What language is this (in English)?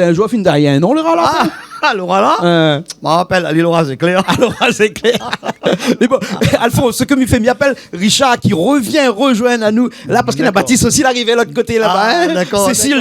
Réunion Creole French